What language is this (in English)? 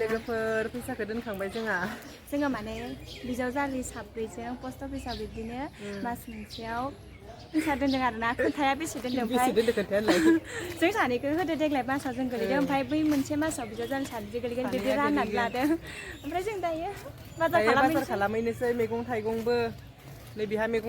Bodo